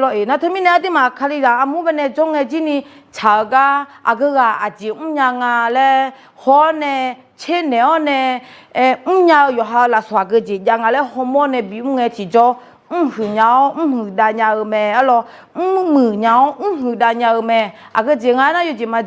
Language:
Akha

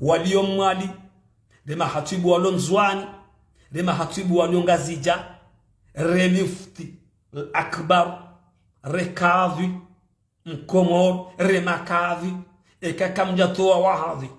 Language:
Ngazidja Comorian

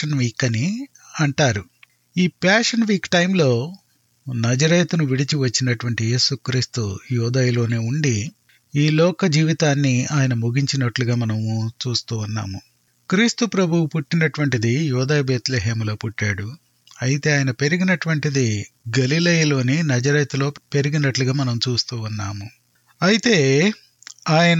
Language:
Telugu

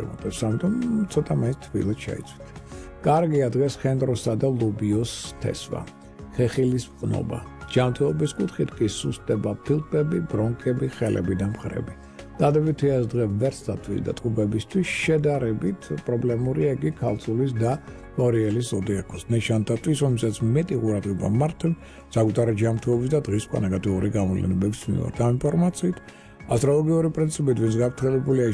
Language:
Georgian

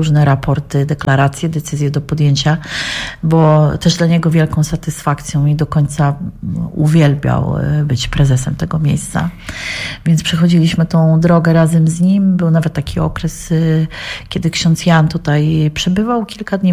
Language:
Polish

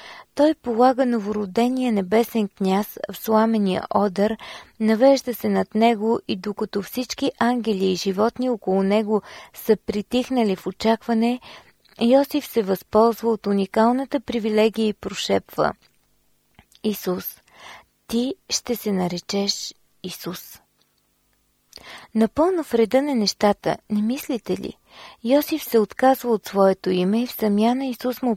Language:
Bulgarian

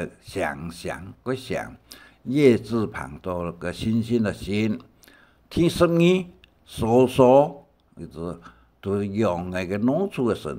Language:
Hakka Chinese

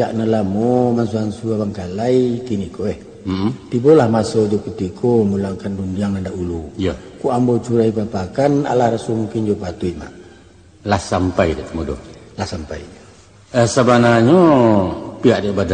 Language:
Minangkabau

